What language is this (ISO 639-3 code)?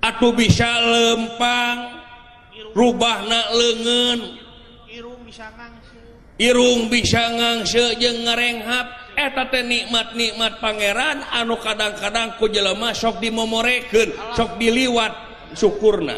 sun